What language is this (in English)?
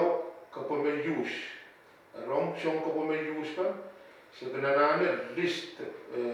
Pohnpeian